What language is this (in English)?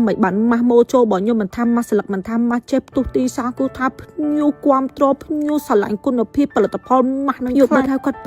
Khmer